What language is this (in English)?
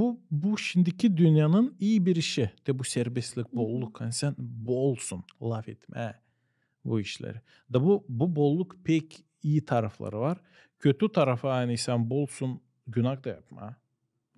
Gagauz